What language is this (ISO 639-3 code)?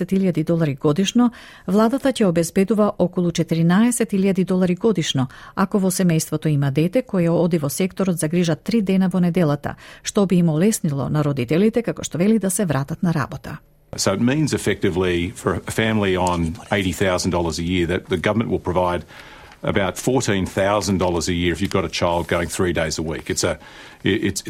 mkd